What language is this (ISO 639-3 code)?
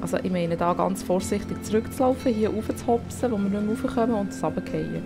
gsw